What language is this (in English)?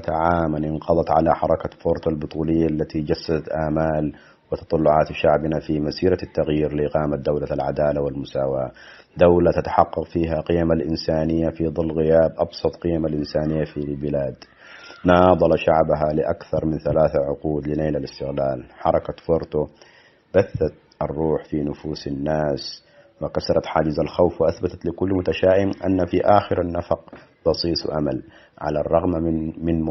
Tigre